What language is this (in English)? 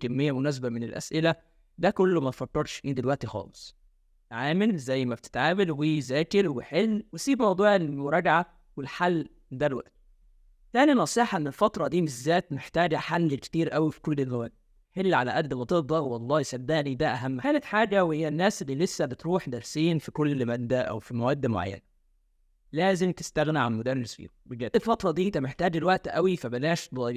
Egyptian Arabic